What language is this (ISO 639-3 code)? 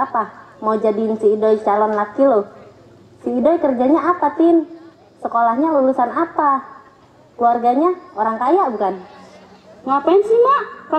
bew